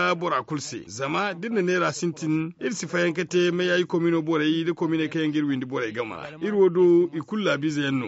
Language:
Zarma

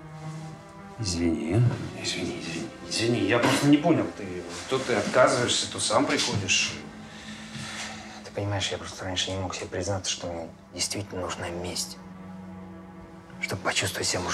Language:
Russian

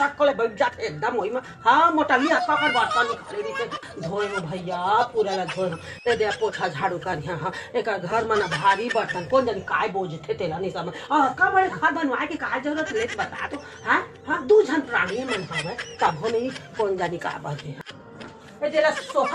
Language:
Chhattisgarhi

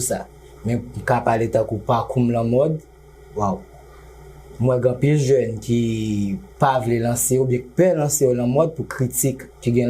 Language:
Haitian Creole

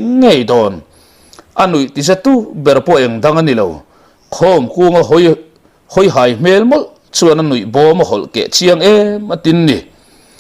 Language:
Mizo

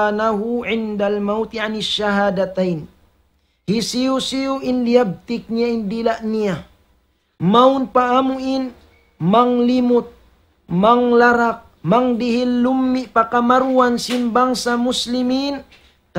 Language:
Tausug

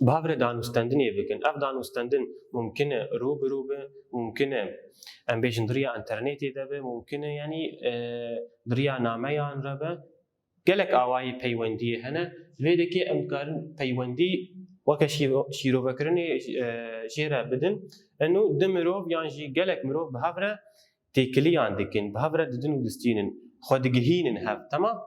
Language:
Kurdish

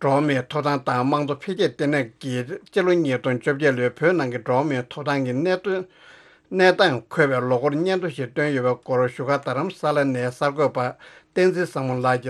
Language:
Tibetan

